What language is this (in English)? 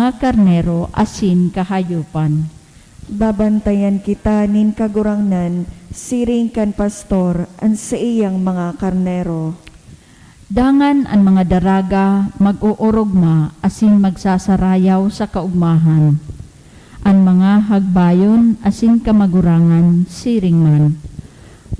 Bikol